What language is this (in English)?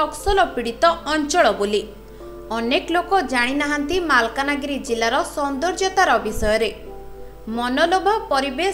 Odia